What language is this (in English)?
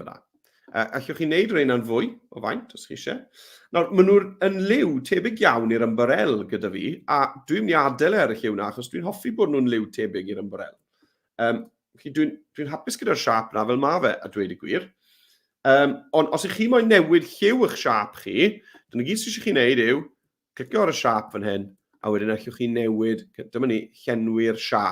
Welsh